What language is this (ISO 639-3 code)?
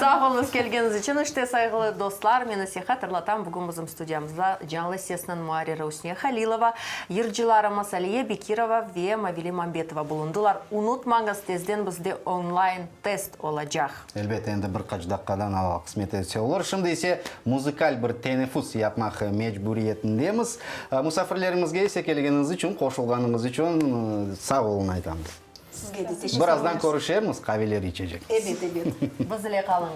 crh